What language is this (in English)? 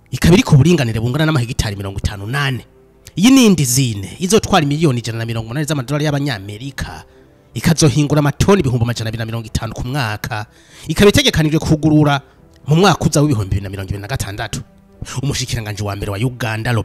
Rundi